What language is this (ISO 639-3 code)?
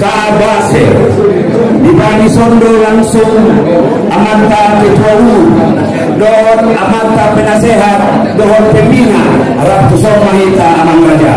akb